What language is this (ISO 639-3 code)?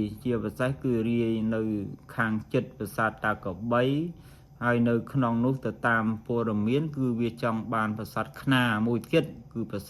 khm